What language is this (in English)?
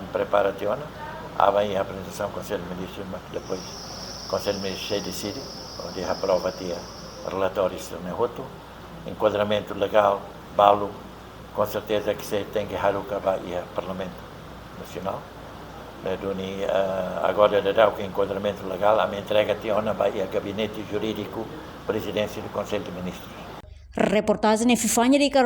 Tetum